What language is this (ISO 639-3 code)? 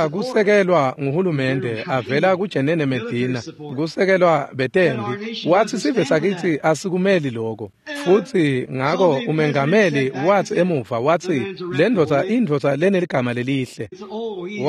ssw